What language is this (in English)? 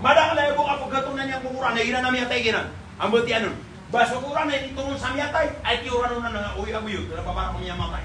Maranao